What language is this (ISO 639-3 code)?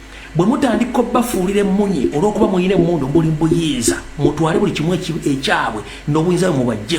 lug